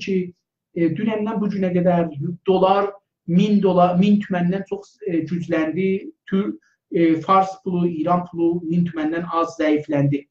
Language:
South Azerbaijani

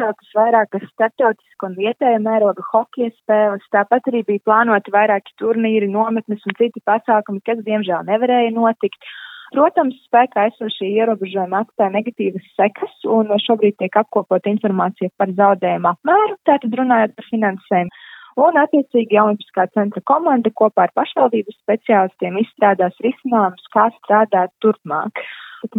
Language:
Latvian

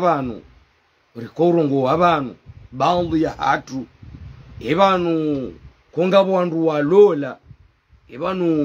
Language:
Ngazidja Comorian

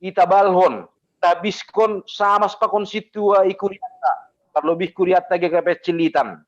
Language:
Batak Simalungun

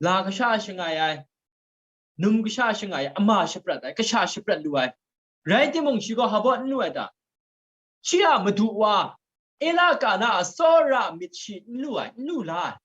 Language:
Kachin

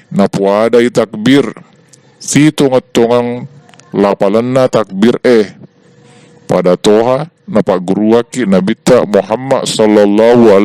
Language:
Buginese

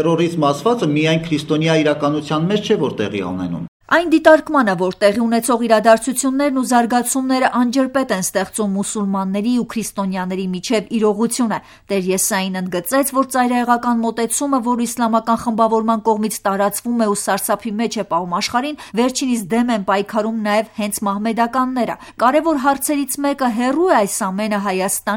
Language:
Armenian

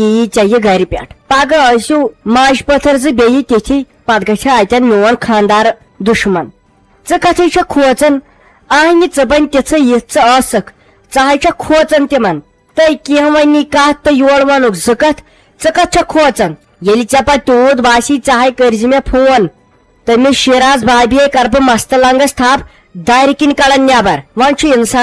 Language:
Kashmiri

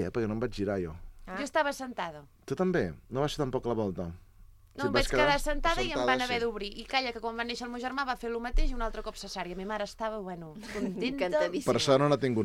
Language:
Catalan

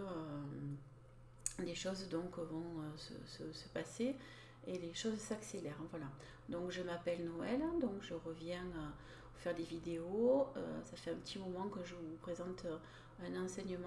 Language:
French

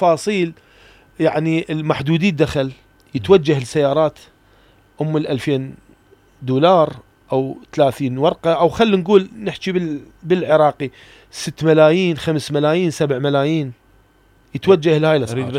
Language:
Mesopotamian Arabic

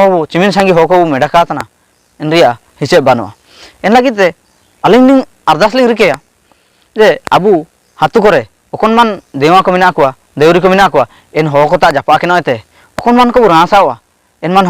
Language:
Ho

